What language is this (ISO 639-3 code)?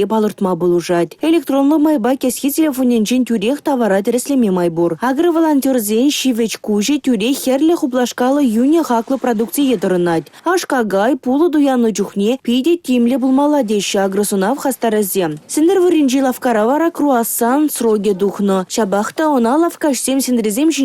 chv